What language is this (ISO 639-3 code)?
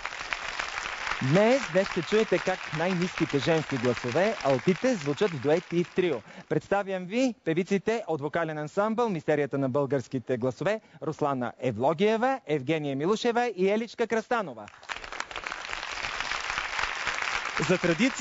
bul